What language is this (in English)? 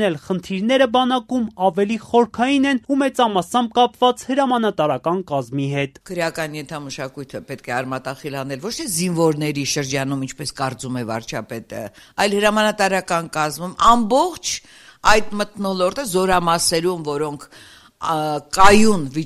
Armenian